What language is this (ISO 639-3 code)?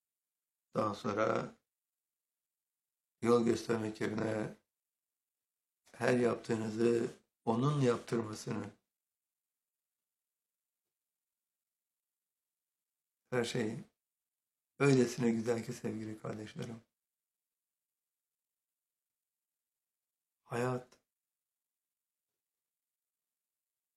tur